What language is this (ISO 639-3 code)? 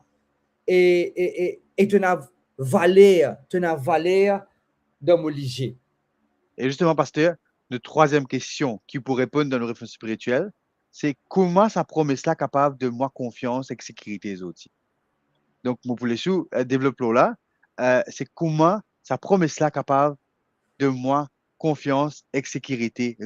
mfe